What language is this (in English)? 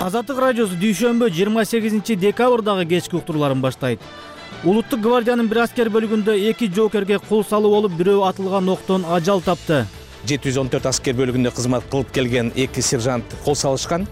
Kyrgyz